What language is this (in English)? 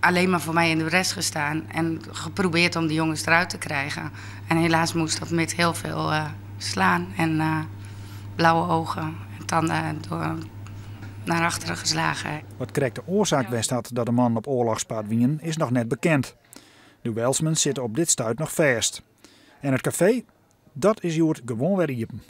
Western Frisian